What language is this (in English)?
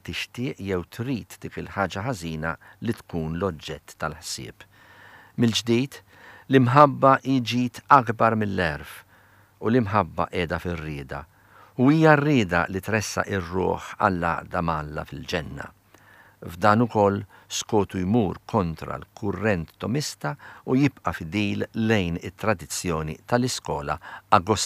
Maltese